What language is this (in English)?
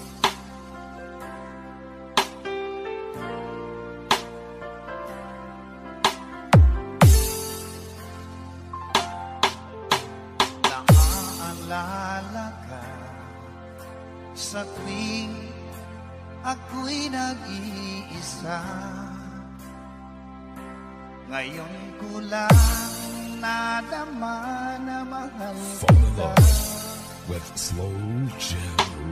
Filipino